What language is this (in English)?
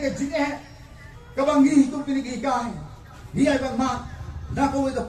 Khasi